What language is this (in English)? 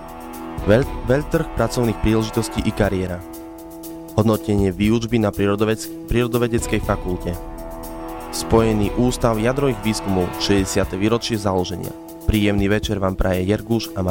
Slovak